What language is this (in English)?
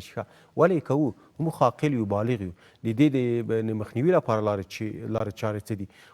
Pashto